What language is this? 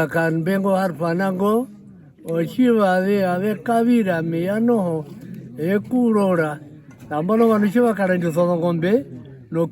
Herero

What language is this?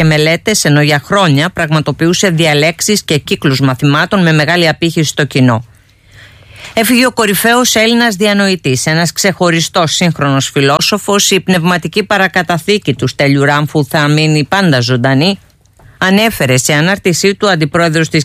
Greek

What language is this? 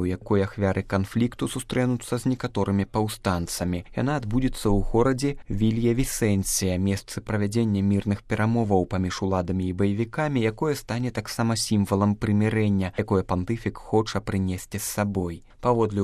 Belarusian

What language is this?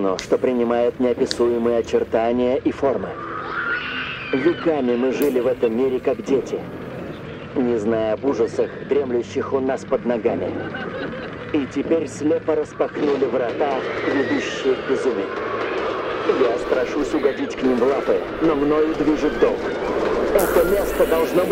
Russian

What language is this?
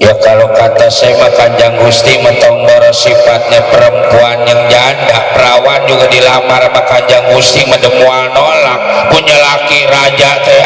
Betawi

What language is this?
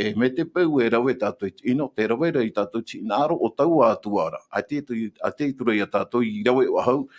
Tahitian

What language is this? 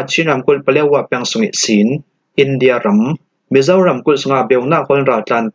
Falam Chin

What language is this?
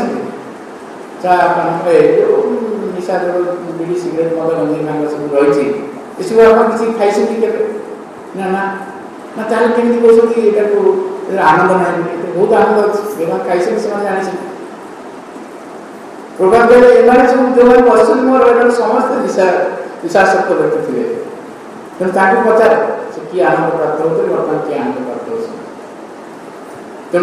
Odia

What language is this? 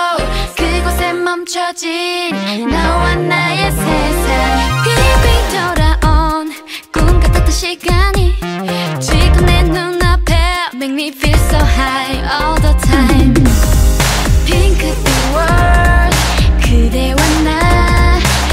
Korean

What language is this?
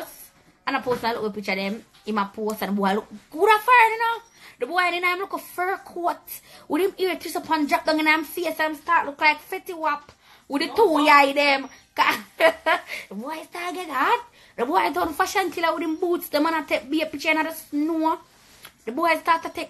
Jamaican Creole English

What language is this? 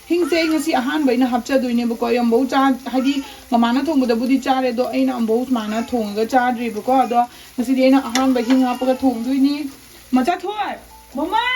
Manipuri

